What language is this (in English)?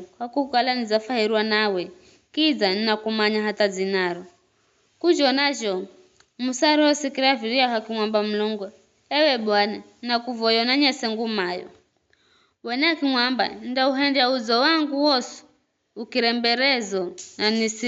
Giryama